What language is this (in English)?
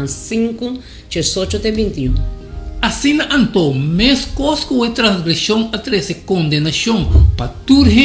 Papiamento